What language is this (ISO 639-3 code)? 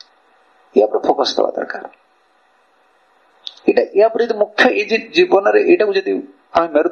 ori